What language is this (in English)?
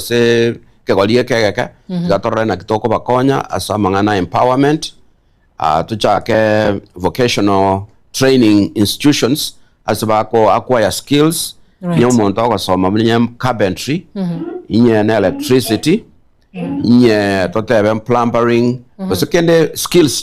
Gusii